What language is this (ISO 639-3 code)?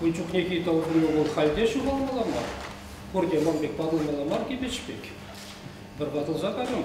chv